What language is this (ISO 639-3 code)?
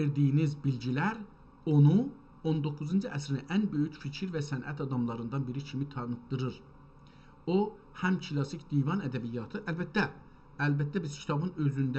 azb